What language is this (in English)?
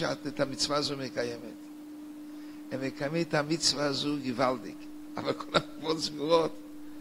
Hebrew